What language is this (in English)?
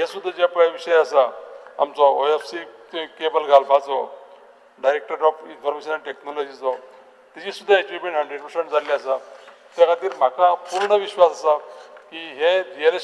Konkani